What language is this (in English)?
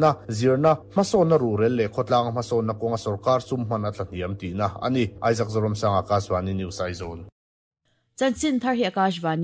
Mizo